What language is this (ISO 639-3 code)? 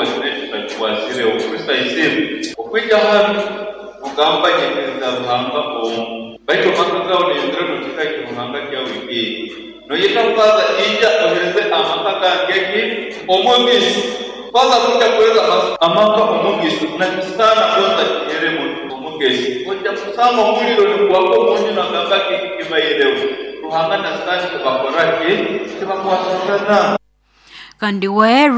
nyo